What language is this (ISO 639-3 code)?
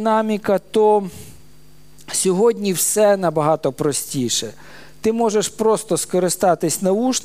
ukr